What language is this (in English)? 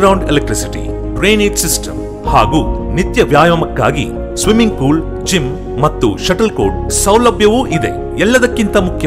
Kannada